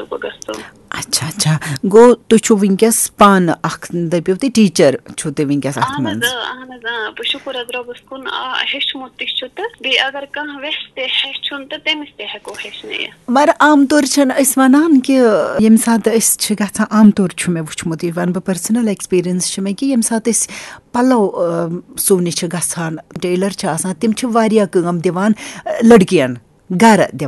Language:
Kashmiri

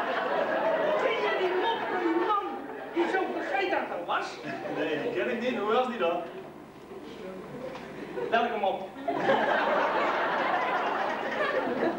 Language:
Dutch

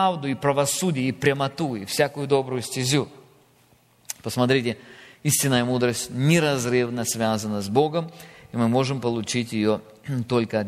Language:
Russian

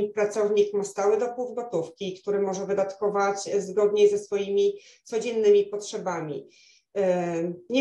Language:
Polish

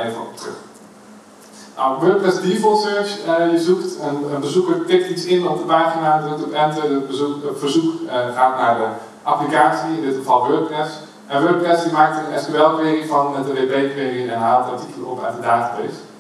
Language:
Dutch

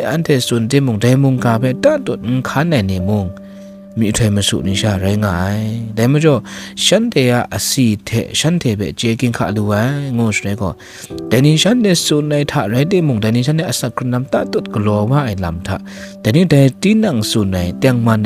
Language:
Kachin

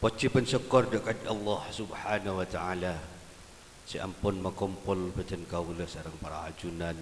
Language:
Madurese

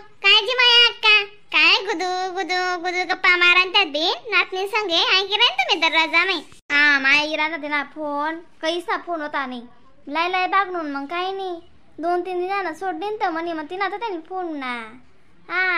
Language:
Khandesi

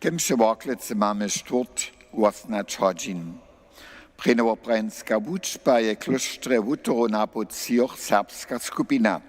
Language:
Upper Sorbian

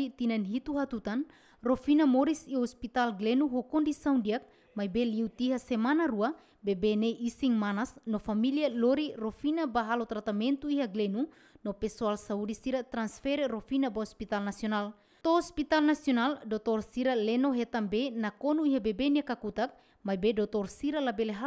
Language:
Tetum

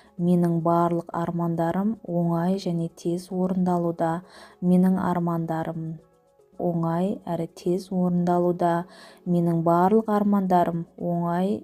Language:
Kazakh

